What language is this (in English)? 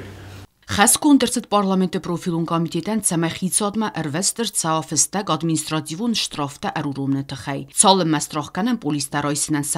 Ossetic